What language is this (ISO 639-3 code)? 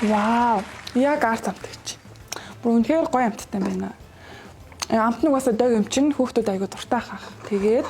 mon